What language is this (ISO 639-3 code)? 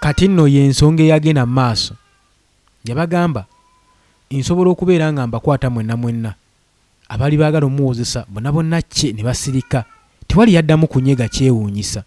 lug